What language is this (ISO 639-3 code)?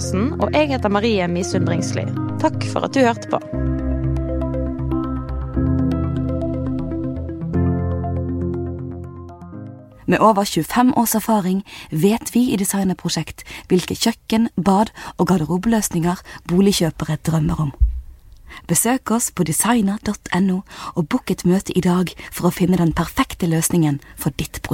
nor